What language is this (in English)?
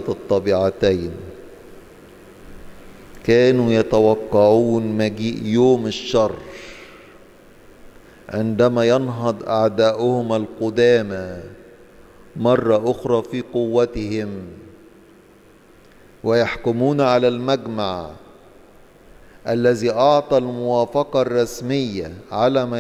Egyptian Arabic